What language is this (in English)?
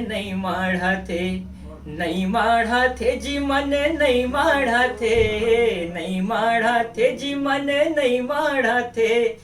Chhattisgarhi